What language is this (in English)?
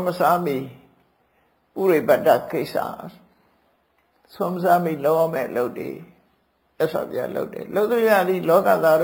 Burmese